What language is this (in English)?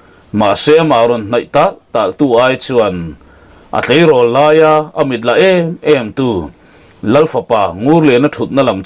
Mizo